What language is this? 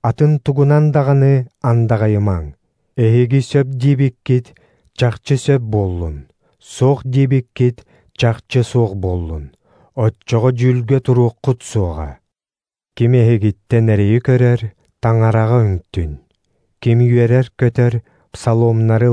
Yakut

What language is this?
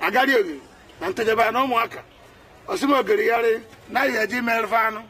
Igbo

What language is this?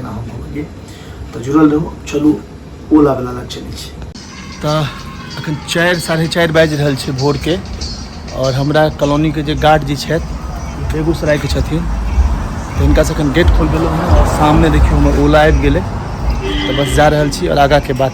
Maithili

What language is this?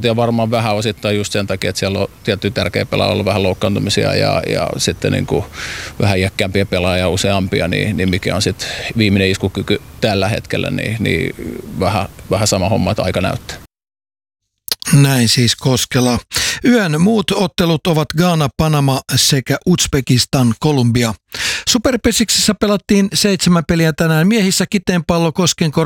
Finnish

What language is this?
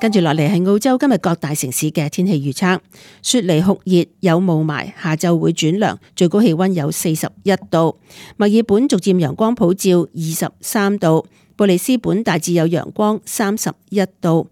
Cantonese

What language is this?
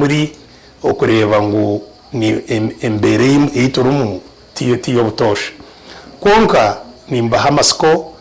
Nyankole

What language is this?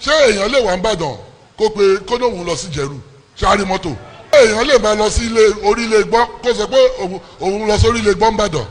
Yoruba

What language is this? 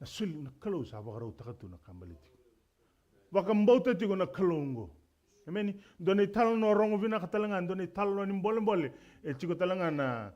Fijian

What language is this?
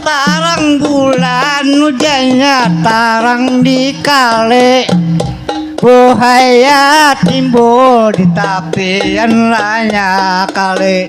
Banjar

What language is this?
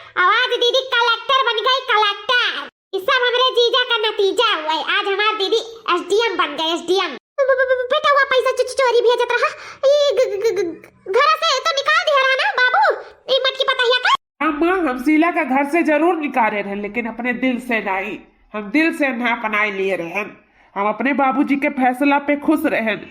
Awadhi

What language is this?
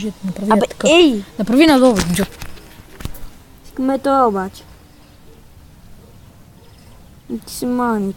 Bulgarian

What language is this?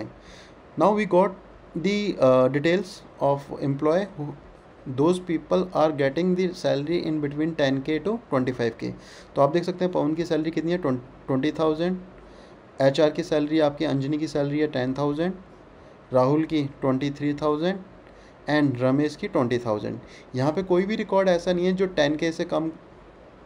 Hindi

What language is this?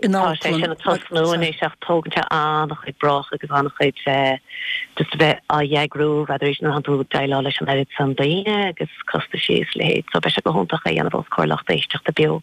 Irish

